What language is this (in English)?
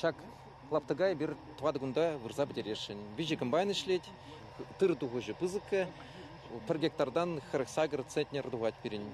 Chuvash